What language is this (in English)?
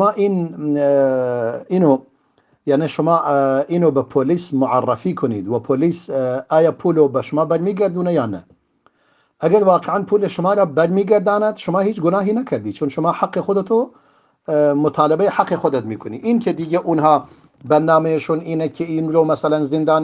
Persian